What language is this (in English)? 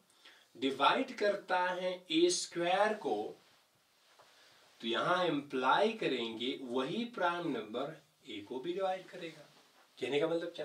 Hindi